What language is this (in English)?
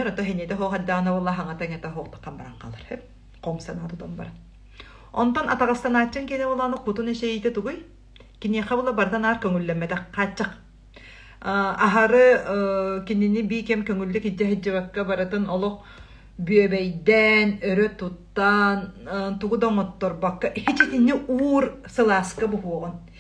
Yakut